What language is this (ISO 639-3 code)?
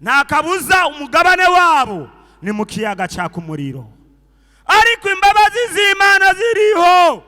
run